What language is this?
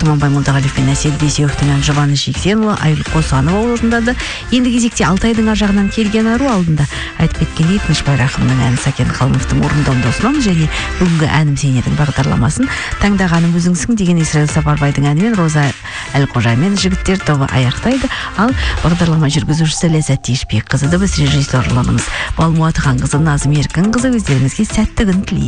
Kazakh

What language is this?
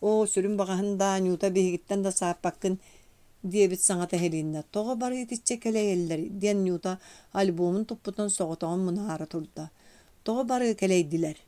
Yakut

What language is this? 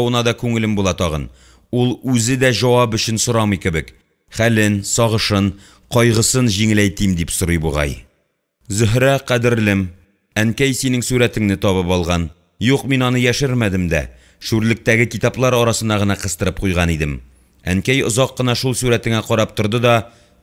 Tatar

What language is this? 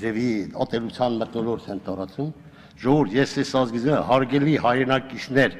Armenian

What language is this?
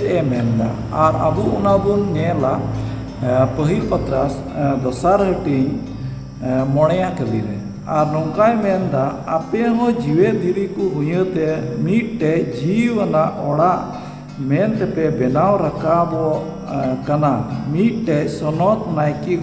Santali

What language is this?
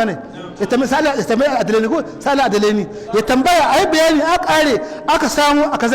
Hausa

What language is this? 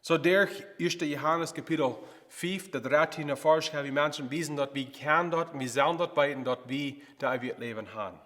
Plautdietsch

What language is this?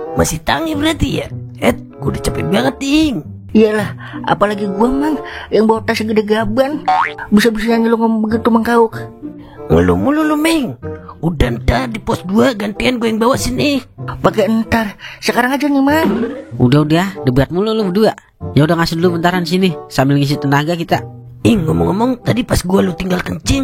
Betawi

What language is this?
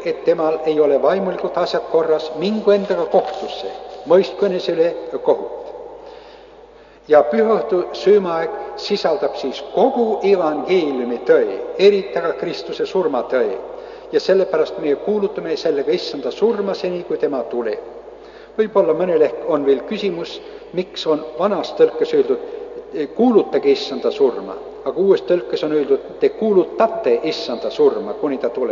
Estonian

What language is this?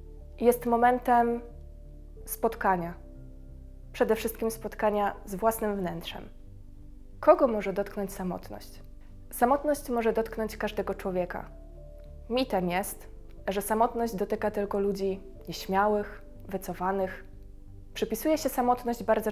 Polish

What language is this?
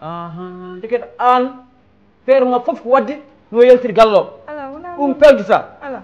Fula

